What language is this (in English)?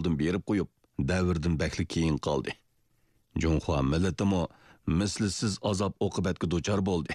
Uyghur